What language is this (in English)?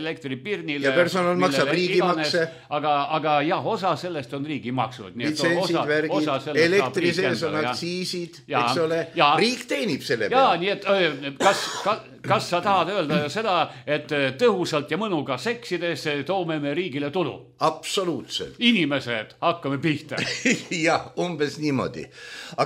Estonian